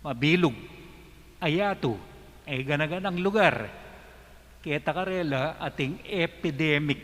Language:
Pampanga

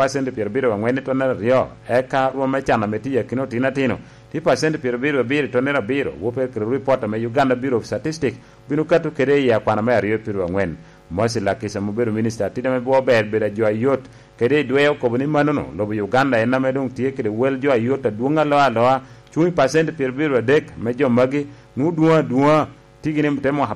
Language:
Lango (Uganda)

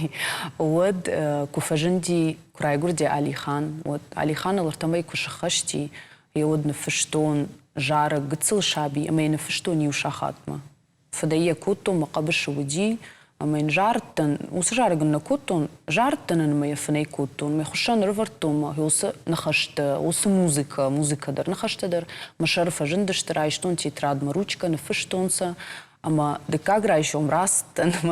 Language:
Ossetic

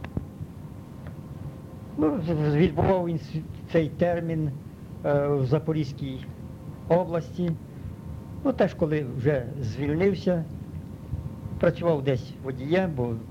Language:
Ukrainian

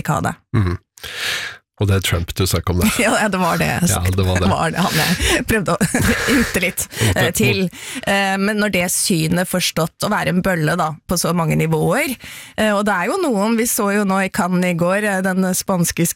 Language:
Norwegian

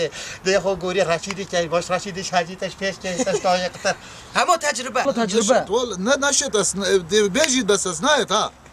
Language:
Kurdish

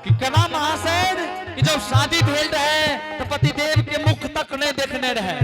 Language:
Angika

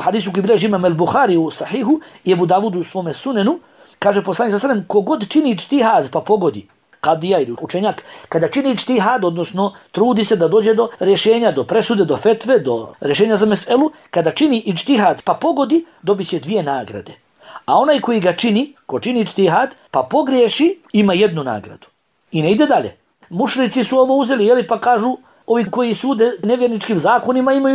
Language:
Bosnian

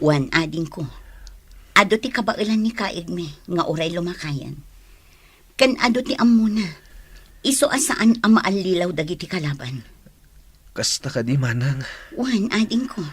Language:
Iloko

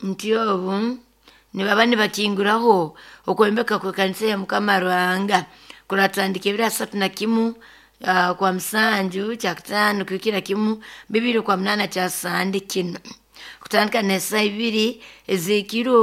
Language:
Nyoro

